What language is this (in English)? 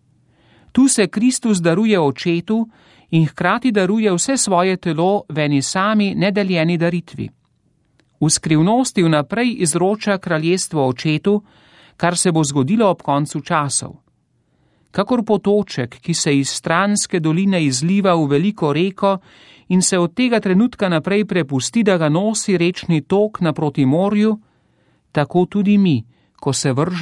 Slovenian